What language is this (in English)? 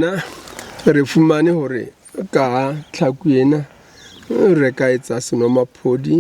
Southern Sotho